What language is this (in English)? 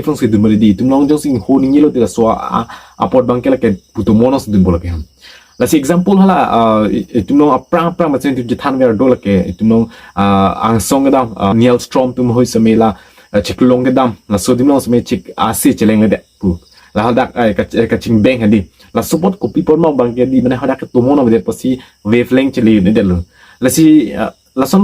Karbi